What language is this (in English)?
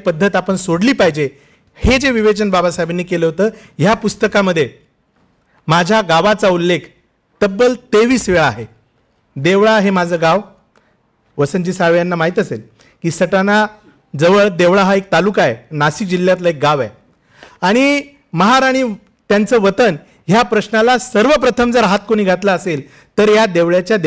Marathi